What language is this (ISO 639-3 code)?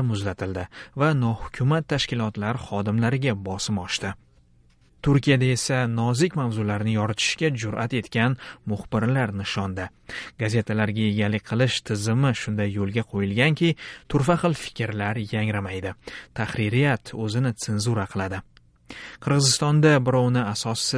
uzb